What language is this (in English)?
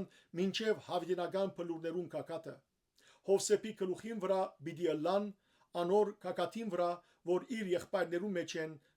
Western Armenian